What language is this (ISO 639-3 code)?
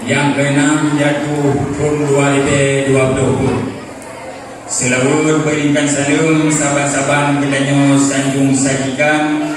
ace